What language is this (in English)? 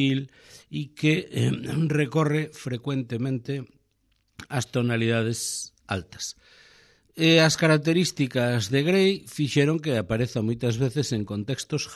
Galician